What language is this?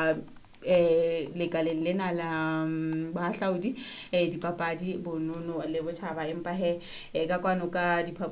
Southern Sotho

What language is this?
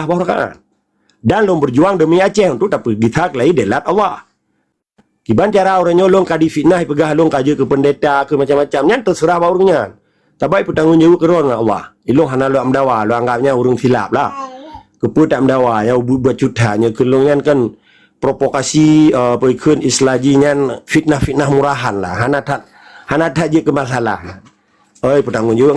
Achinese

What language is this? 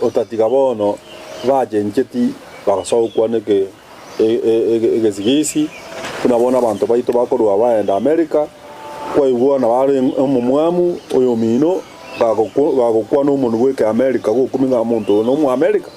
Gusii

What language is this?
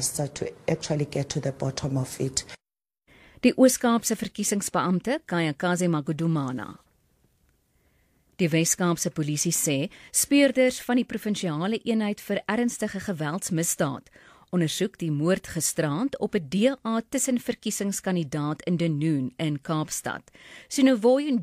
Afrikaans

